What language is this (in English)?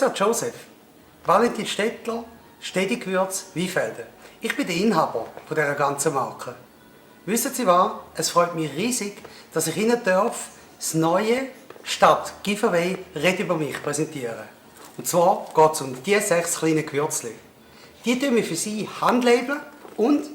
Swiss German